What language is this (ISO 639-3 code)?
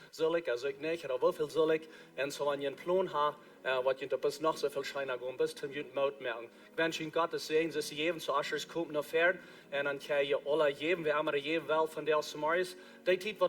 pdt